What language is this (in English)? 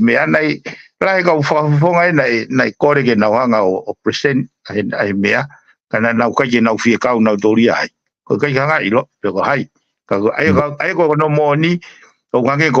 Tongan